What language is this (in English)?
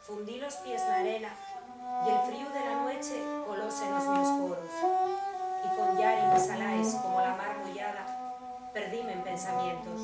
Asturian